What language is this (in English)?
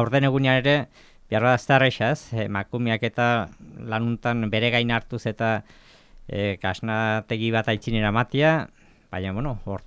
Basque